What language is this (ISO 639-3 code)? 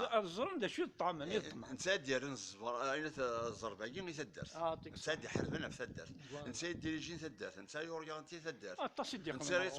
kab